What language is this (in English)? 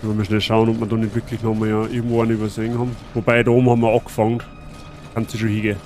Bavarian